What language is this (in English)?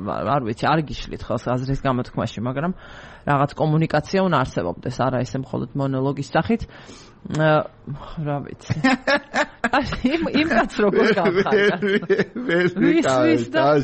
Georgian